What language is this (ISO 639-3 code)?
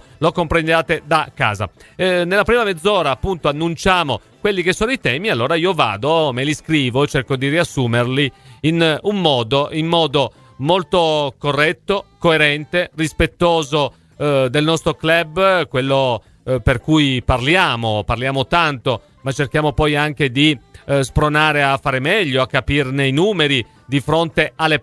ita